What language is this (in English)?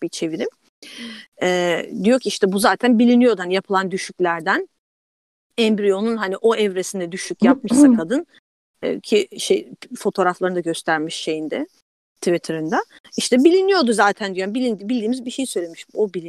Turkish